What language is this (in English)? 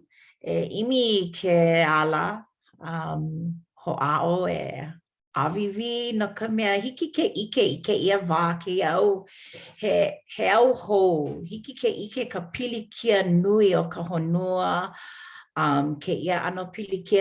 Hawaiian